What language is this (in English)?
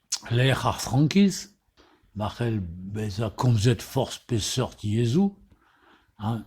Breton